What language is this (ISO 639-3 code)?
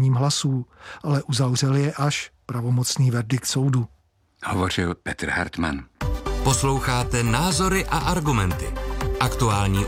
ces